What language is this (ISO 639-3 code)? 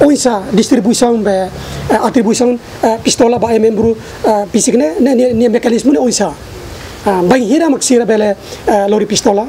tet